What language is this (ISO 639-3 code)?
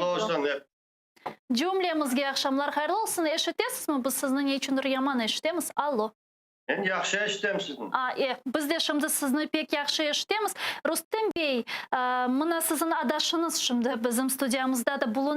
crh